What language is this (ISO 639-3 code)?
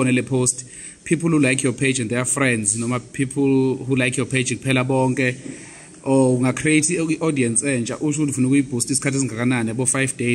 zul